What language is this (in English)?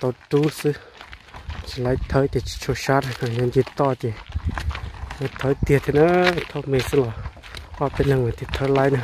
Hmong